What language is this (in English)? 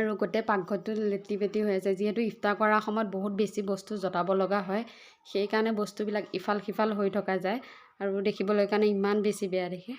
Assamese